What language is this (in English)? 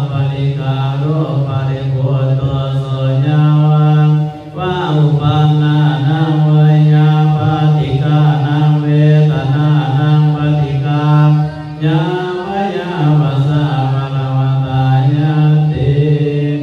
Pali